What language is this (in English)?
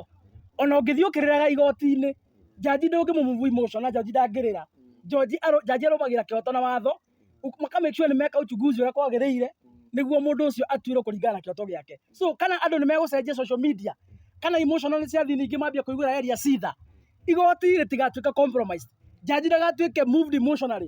Kikuyu